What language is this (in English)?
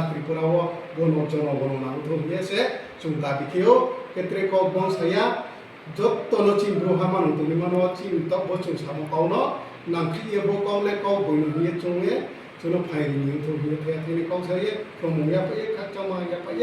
Riang (India)